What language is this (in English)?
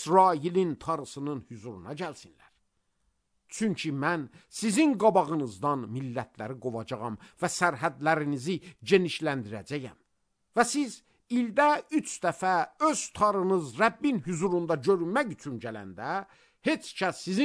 Azerbaijani